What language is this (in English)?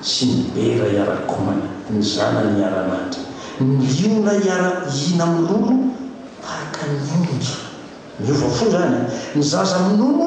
Malagasy